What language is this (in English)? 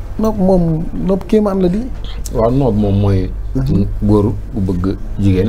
Wolof